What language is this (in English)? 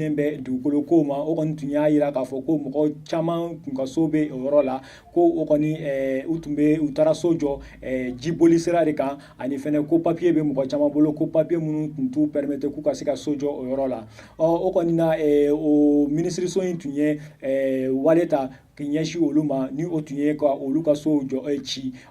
Bambara